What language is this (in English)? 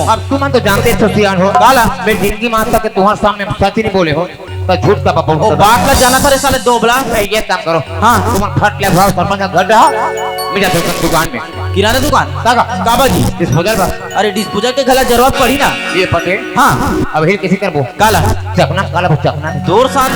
Chhattisgarhi